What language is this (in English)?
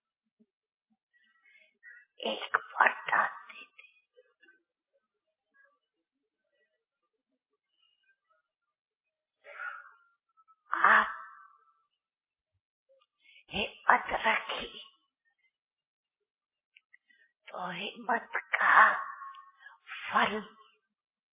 Hindi